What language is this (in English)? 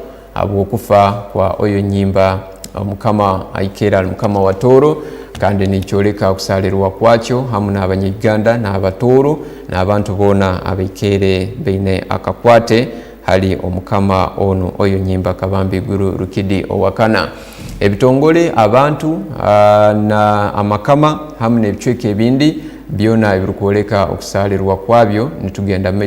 Tooro